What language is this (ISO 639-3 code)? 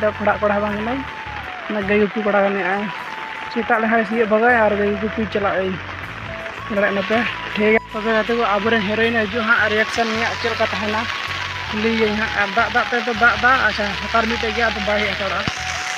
sat